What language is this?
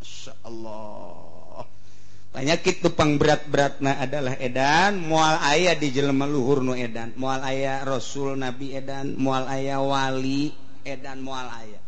Sundanese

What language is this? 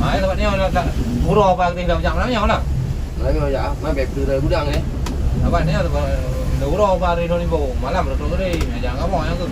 Achinese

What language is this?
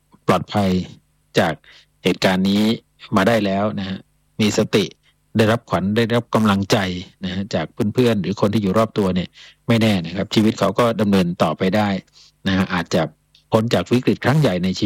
Thai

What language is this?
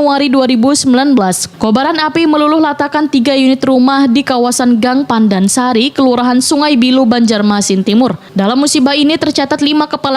Banjar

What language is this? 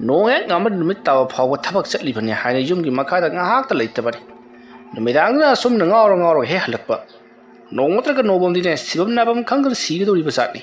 Manipuri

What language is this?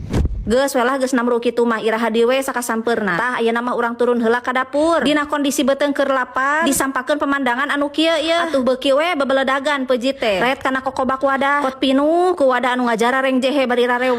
Sundanese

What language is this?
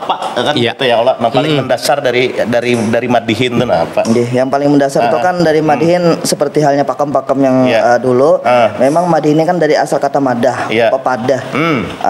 Banjar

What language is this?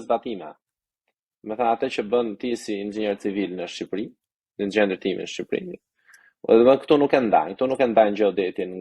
Albanian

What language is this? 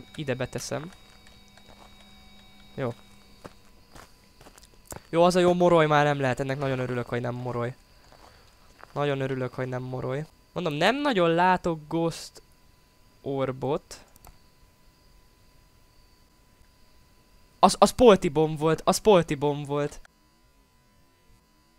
Hungarian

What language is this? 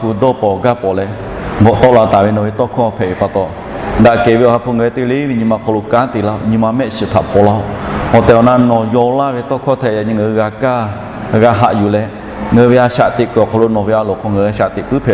Lahu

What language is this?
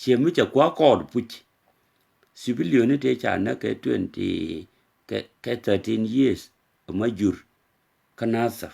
Nuer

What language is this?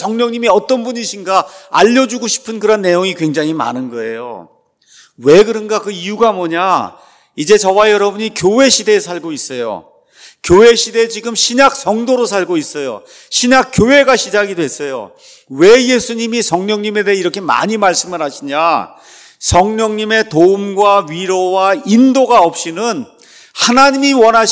Korean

